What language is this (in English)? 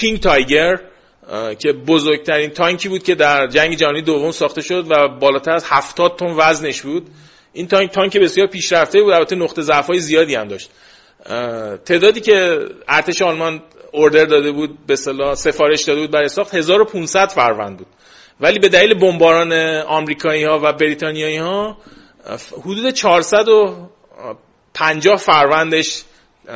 Persian